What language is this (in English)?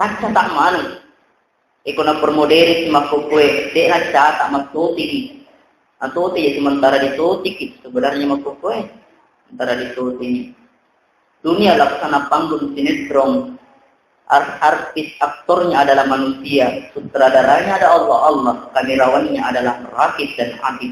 Buginese